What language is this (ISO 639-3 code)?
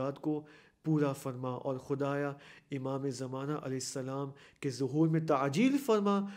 urd